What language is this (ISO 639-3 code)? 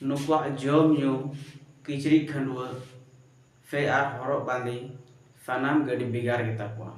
sat